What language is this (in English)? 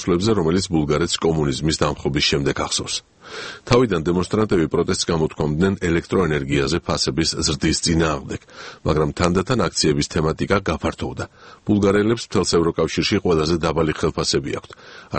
Georgian